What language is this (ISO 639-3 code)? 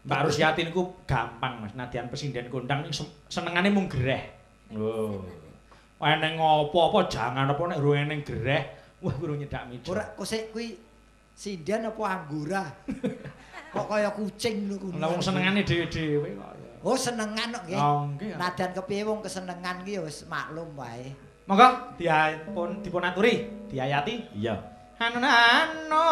jav